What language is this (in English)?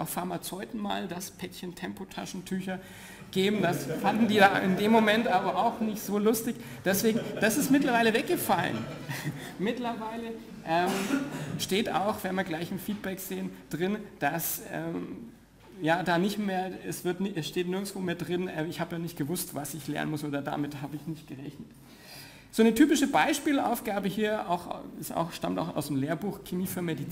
German